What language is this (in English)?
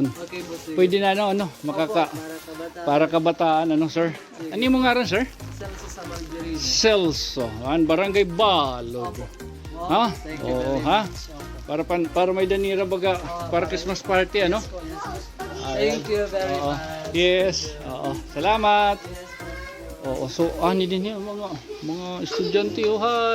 Waray